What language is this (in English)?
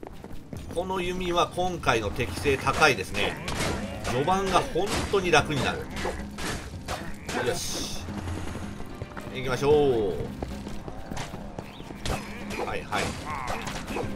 Japanese